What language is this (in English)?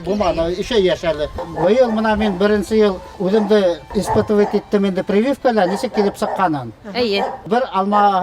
Bashkir